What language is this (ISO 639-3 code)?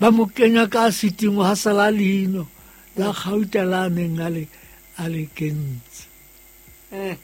sot